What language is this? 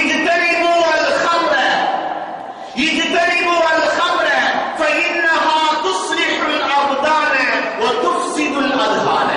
Tamil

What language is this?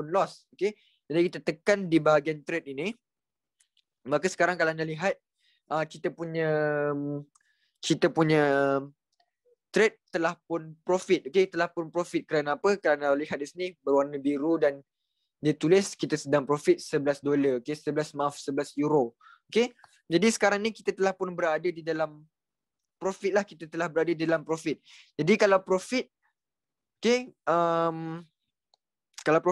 Malay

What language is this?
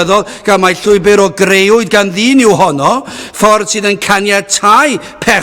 Welsh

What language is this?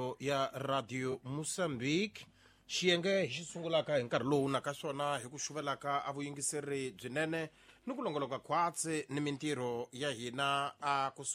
Tsonga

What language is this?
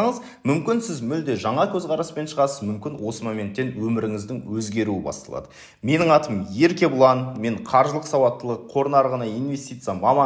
Kazakh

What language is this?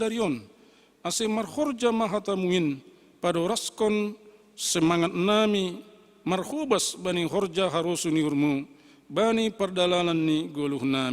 Batak Simalungun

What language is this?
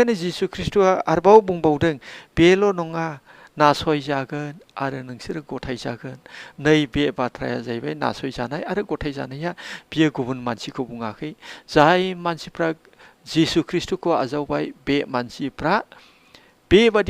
Bodo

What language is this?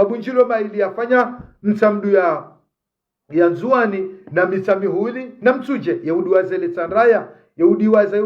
Ngazidja Comorian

